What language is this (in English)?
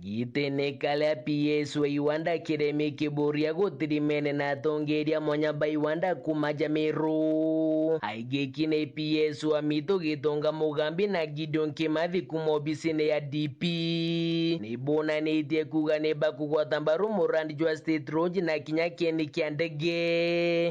Meru